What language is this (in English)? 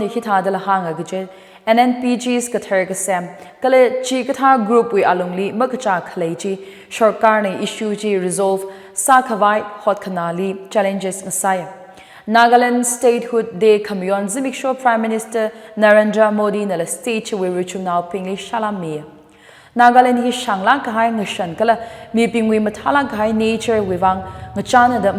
Tangkhul Naga (India)